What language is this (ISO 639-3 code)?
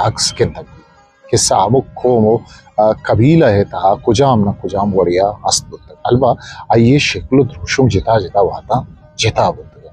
bgp